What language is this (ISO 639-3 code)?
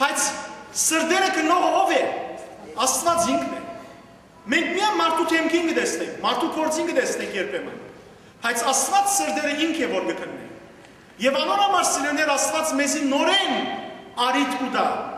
hyw